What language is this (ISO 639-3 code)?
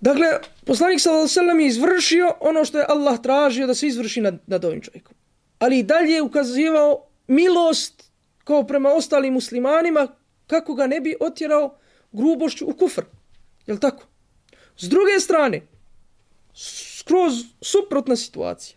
bos